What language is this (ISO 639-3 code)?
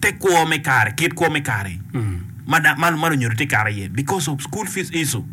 ach